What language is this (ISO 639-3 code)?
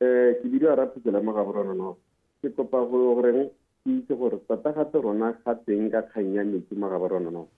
tsn